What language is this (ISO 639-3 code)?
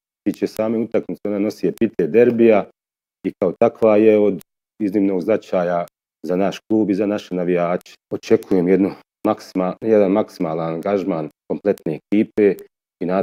bos